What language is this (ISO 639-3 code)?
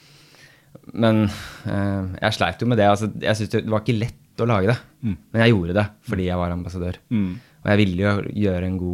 nor